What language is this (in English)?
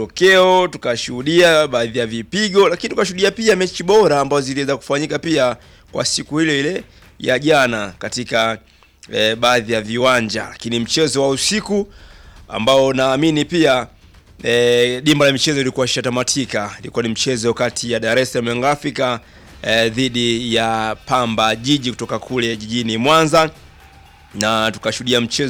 Swahili